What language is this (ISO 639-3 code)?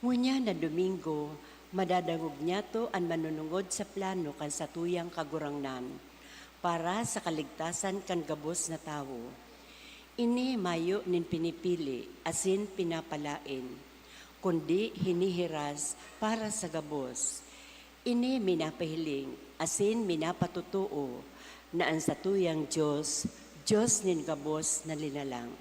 bik